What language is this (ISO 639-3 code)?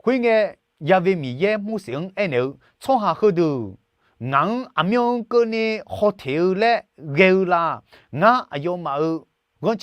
ahk